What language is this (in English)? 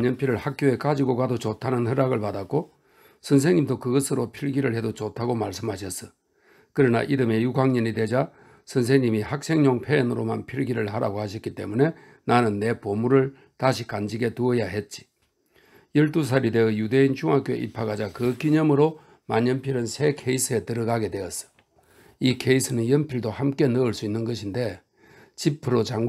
Korean